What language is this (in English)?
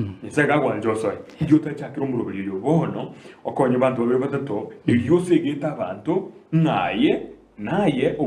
Gusii